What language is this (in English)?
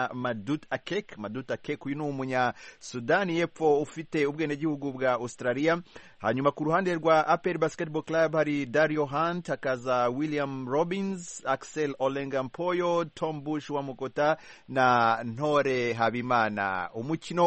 Kinyarwanda